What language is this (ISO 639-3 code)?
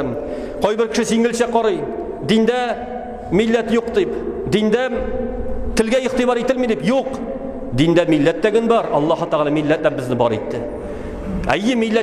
tat